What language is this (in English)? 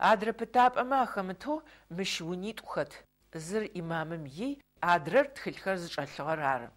Adyghe